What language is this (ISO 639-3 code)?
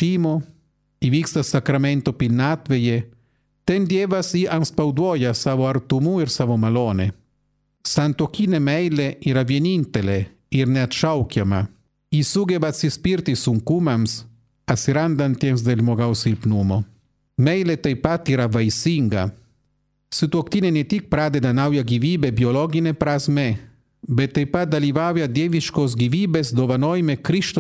lit